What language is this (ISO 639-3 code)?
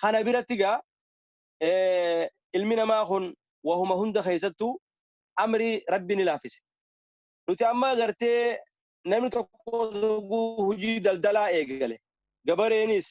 orm